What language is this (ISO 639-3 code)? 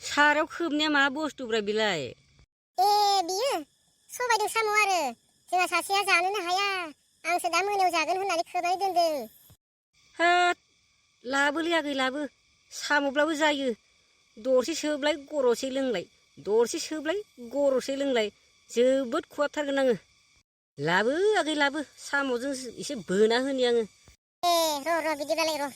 brx